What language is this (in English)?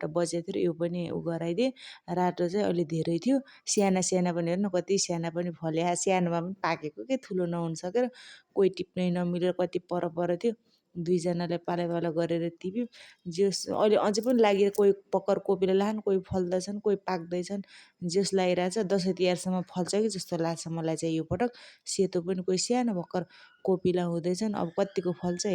Nepali